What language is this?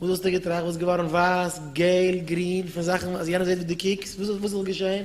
Yiddish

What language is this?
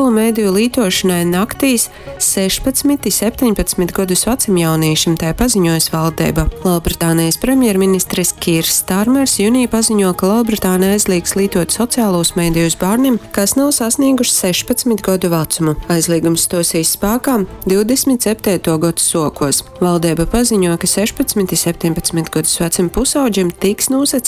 Latgalian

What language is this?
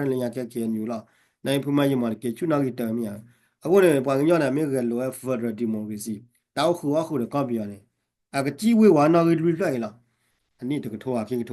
S'gaw Karen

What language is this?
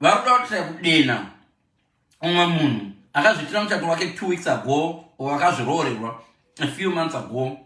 Shona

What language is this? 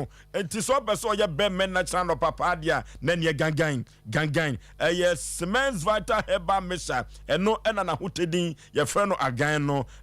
Akan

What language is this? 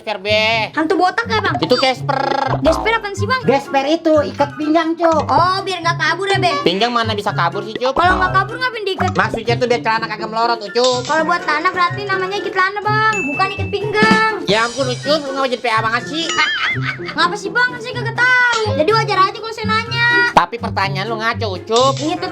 Betawi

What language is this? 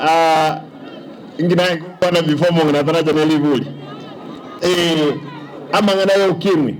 Gusii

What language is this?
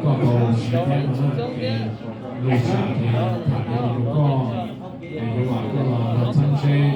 Hmong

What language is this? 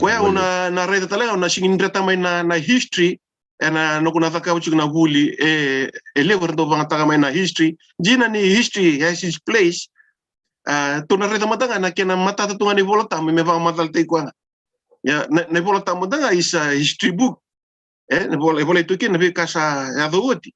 Fijian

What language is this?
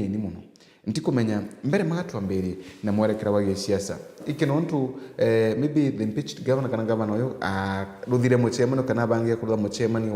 Meru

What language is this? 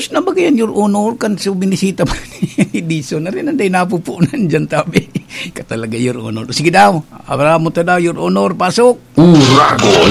Bikol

